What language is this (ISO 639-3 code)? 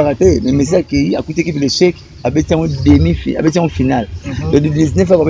lin